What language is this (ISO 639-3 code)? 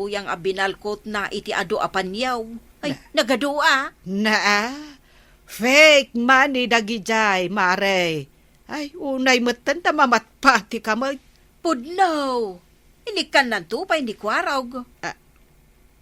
ilo